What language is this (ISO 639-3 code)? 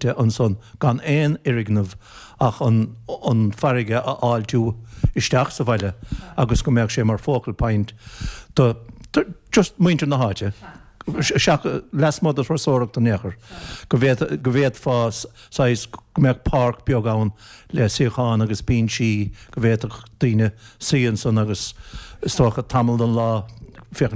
gle